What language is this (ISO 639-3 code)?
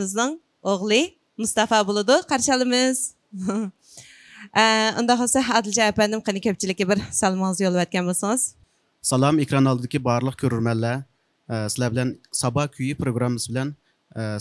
uig